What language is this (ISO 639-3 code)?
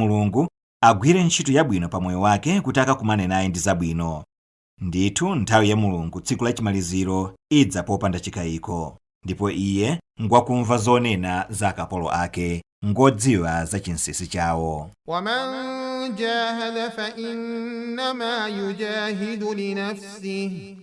nya